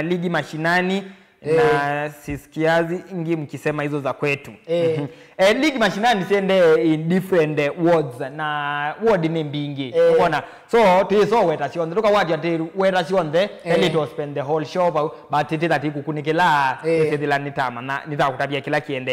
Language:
Kamba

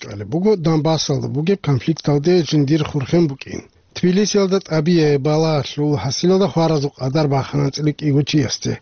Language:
Avaric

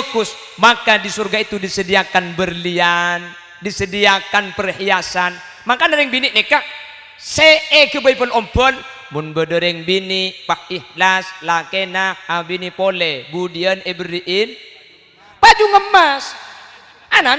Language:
Madurese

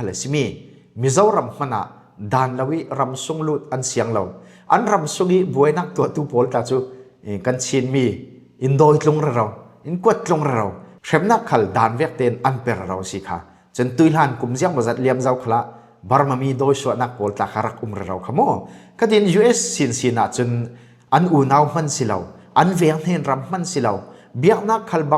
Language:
Falam Chin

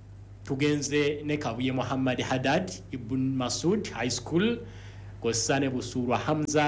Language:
Ganda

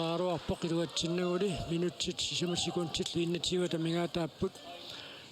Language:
Kalaallisut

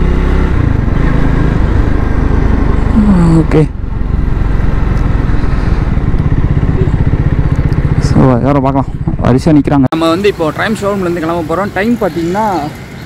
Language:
Tamil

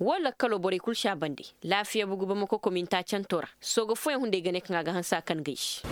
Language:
Koyraboro Senni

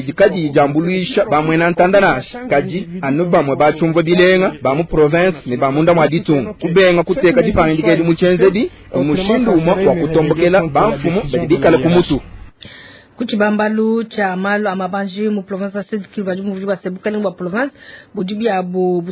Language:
Luba-Lulua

